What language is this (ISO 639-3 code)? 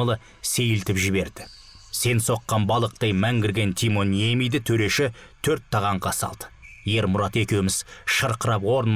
kaz